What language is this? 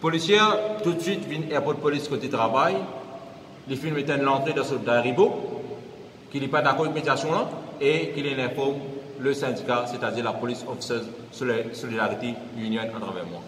Morisyen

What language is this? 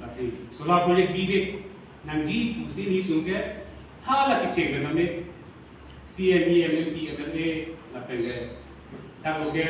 Karbi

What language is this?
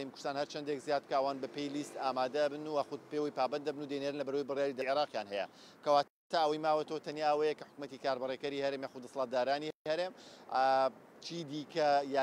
Central Kurdish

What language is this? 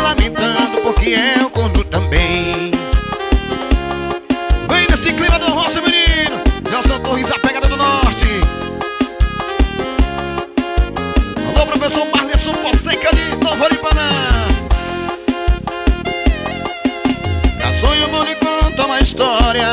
Portuguese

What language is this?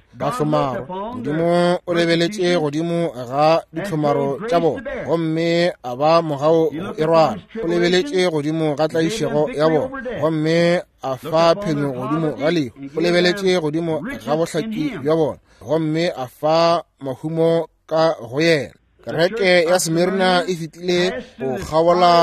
Northern Sotho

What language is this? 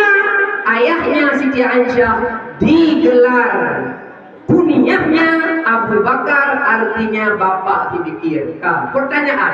Achinese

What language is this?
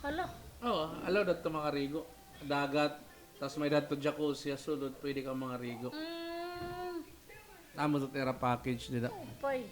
Waray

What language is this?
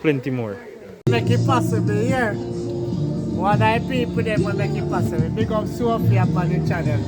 Jamaican Creole English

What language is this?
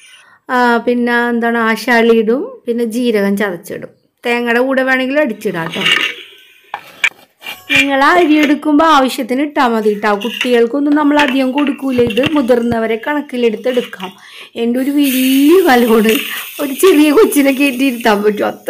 Malayalam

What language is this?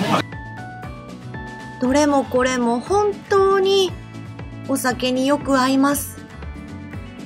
Japanese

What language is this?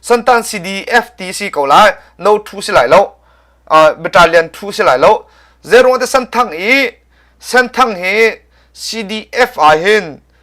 Hakha Chin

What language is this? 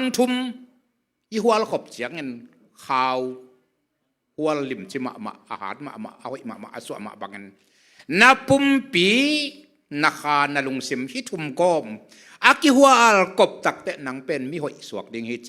Tedim Chin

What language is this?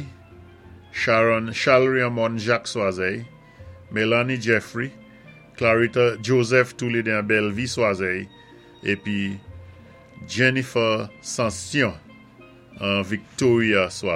Saint Lucian Creole French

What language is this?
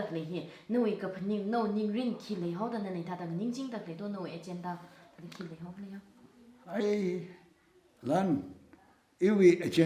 Tangkhul Naga (India)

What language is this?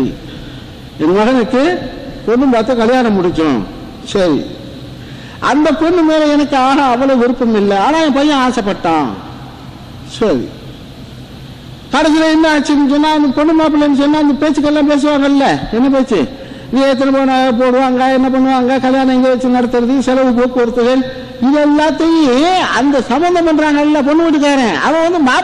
Tamil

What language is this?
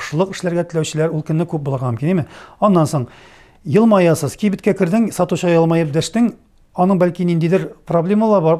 Tatar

